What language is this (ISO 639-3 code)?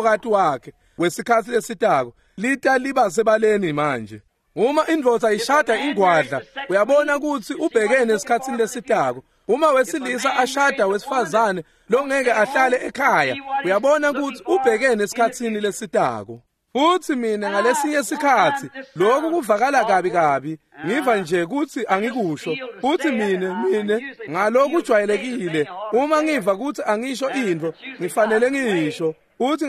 ssw